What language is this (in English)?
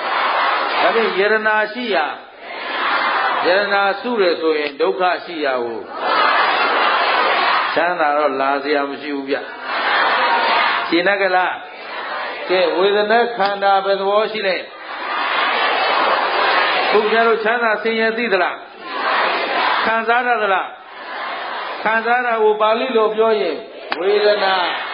Burmese